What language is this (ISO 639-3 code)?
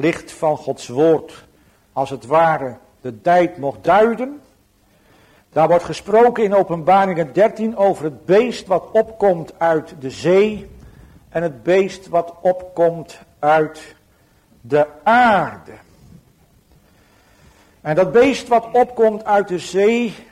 nld